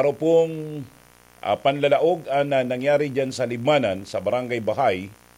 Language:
Bikol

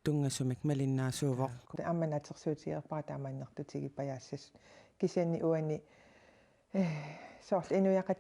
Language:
Kalaallisut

